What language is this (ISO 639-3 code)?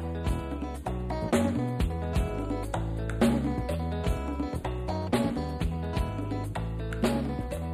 kin